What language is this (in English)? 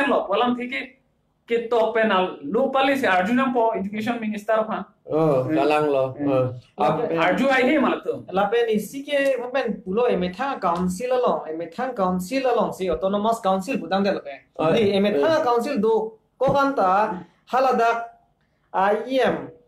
Karbi